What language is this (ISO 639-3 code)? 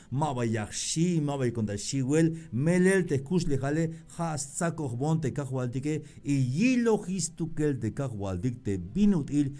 tzh